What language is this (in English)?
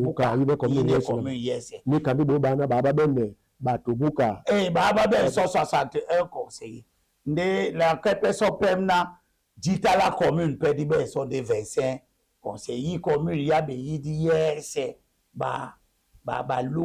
Duala